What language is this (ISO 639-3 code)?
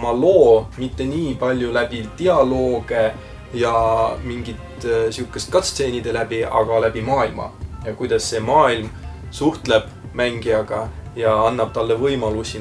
est